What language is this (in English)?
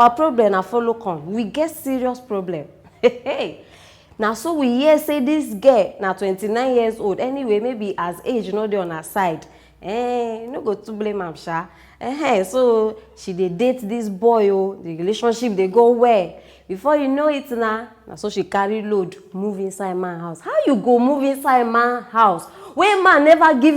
Nigerian Pidgin